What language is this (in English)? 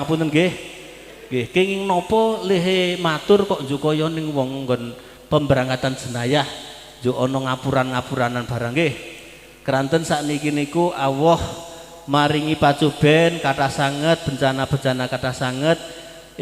Javanese